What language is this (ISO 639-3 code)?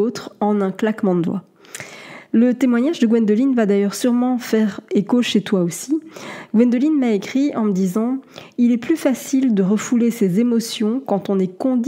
fra